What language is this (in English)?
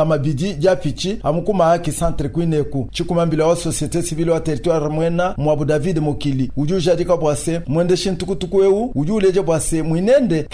Luba-Lulua